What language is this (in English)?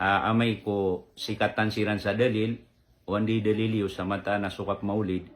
Maranao